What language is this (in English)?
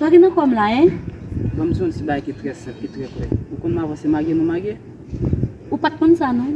Haitian Creole